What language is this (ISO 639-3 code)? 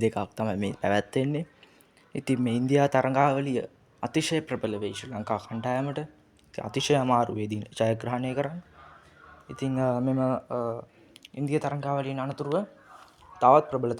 sin